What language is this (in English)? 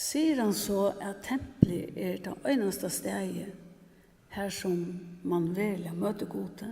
Faroese